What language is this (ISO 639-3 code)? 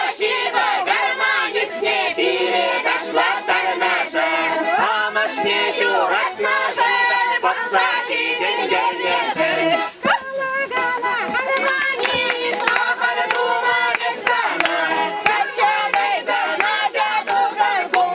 chv